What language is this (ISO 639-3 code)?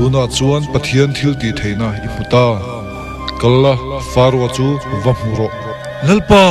lus